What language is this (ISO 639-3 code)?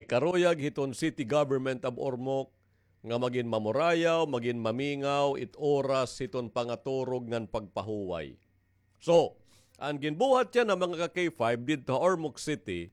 war